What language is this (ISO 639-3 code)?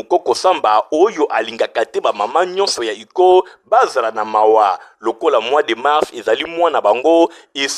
lin